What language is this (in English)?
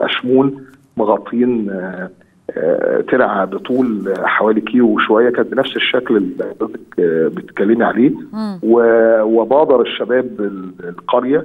Egyptian Arabic